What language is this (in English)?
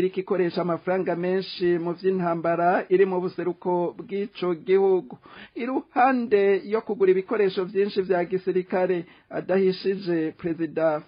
Rundi